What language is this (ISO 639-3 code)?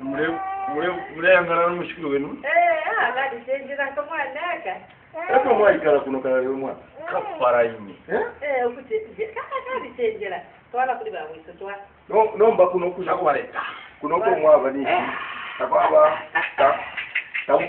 bem